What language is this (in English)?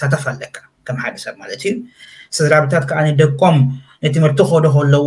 Tigrinya